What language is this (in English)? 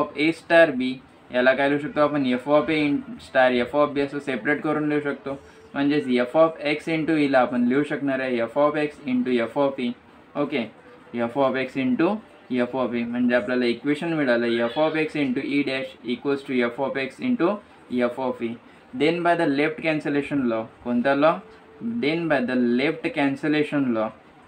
Marathi